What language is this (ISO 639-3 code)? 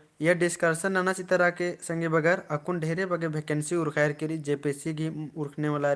kru